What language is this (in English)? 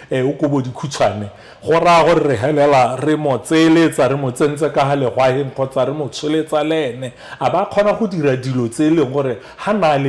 Tswana